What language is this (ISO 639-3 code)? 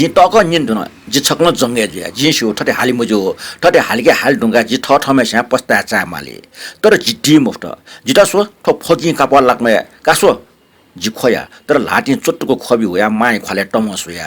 new